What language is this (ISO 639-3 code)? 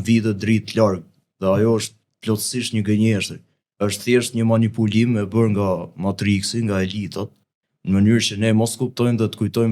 sqi